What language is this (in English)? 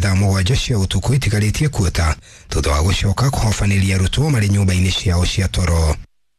Kikuyu